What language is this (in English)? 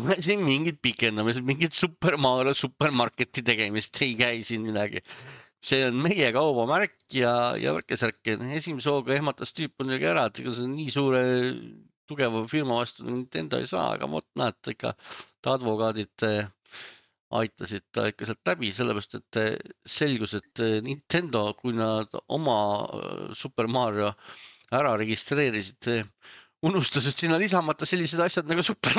Estonian